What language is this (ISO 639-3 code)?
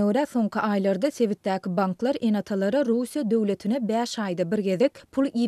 tuk